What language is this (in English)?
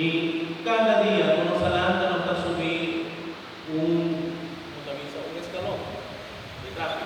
Papiamento